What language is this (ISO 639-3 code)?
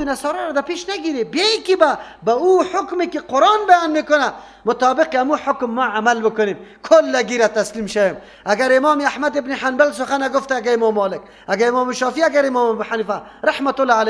fas